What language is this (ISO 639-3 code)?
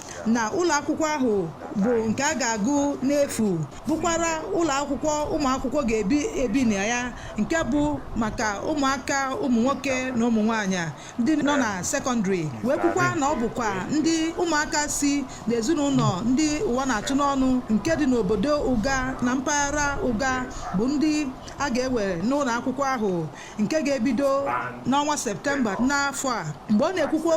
ibo